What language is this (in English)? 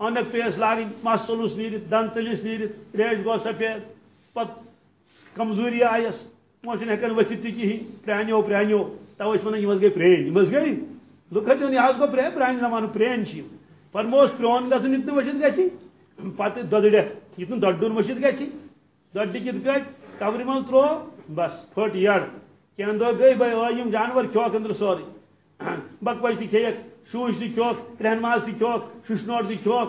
Kashmiri